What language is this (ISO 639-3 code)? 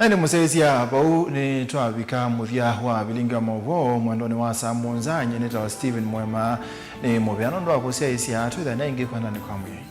kam